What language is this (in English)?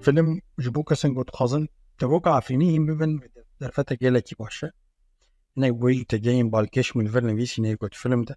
Kurdish